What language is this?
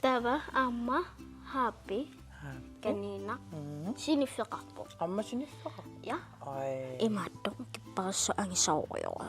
Kalaallisut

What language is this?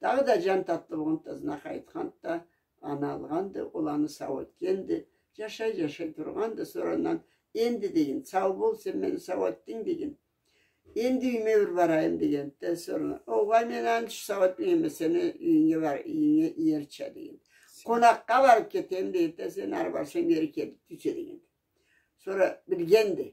Karachay-Balkar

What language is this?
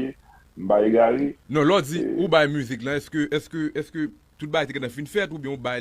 Haitian Creole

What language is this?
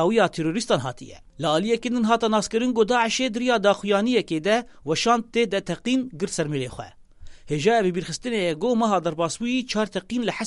Kurdish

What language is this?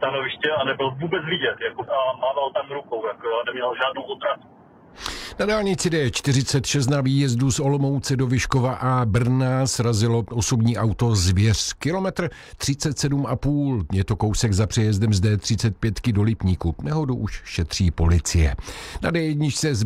Czech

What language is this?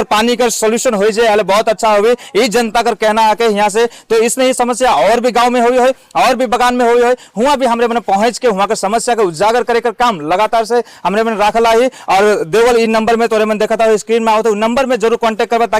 Sadri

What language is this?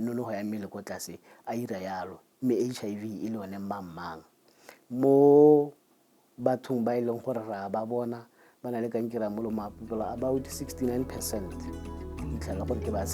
Tswana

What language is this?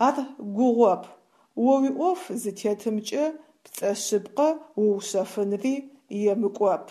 Adyghe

